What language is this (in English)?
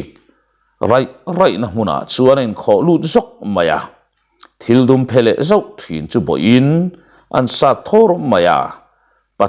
Mizo